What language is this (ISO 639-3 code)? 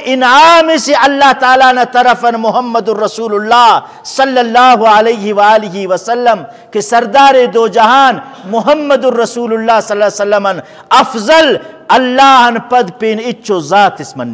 brh